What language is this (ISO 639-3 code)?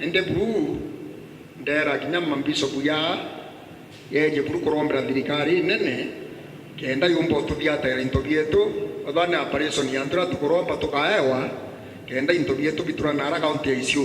mer